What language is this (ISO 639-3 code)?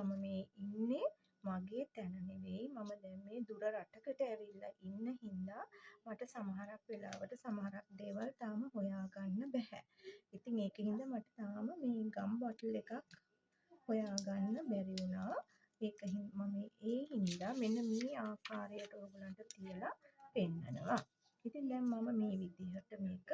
sin